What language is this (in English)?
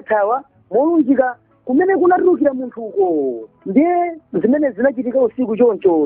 Nyanja